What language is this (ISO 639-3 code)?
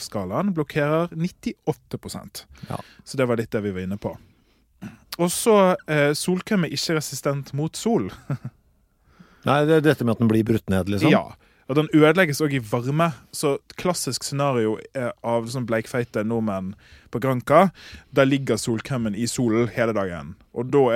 nor